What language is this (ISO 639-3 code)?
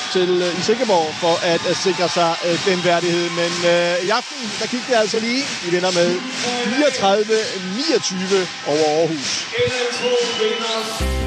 dan